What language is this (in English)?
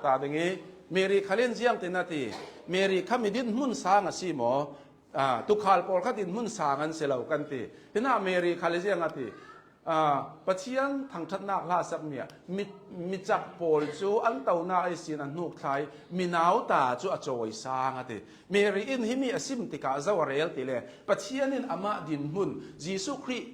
Hakha Chin